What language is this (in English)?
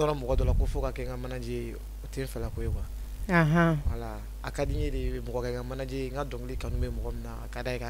Bambara